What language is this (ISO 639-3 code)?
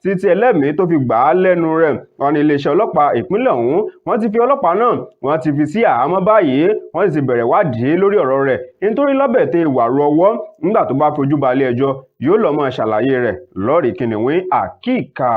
yor